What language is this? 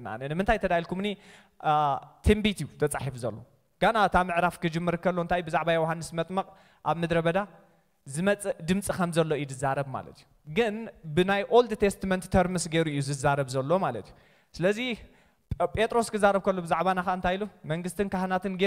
Tigrinya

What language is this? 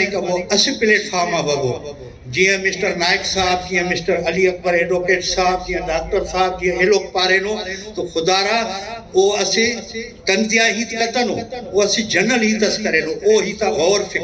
Brahui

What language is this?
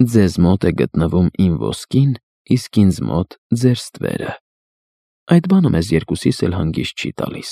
Armenian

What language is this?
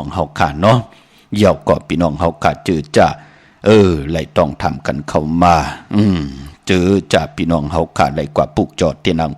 Shan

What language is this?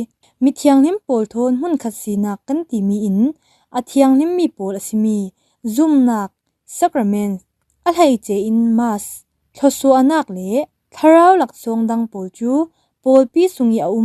Falam Chin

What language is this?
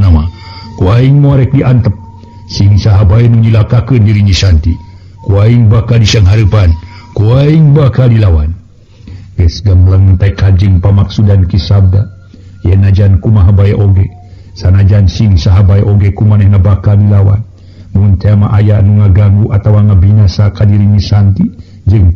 Sundanese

